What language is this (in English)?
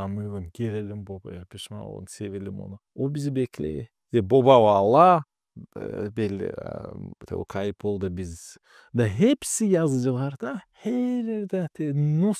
Gagauz